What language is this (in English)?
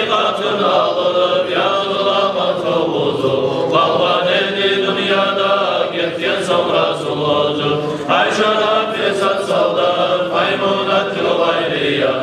Kumyk